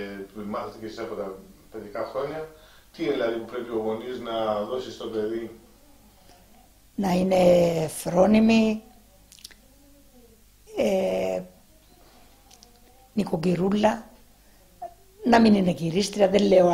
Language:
Greek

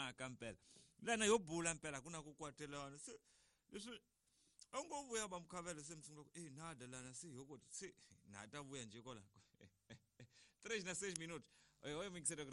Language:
Tsonga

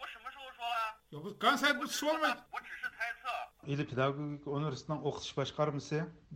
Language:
Uyghur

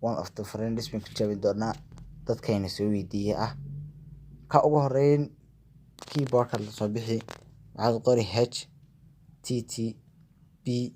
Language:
Somali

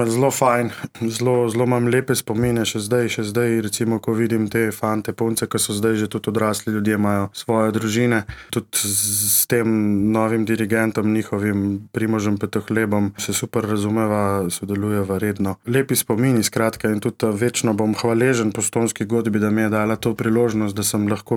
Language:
Slovenian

